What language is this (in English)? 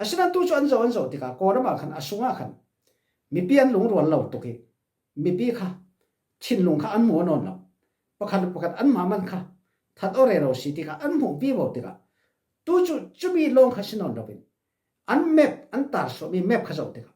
Falam Chin